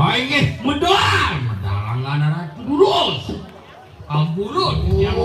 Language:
Balinese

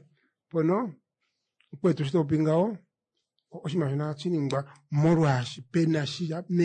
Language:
Kuanyama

